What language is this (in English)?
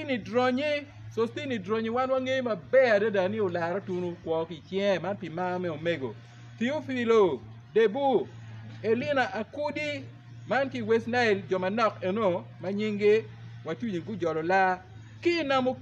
Acoli